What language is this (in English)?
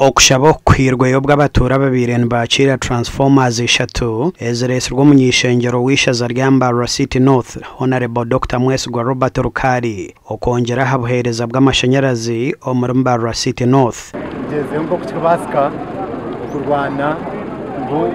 Nyankole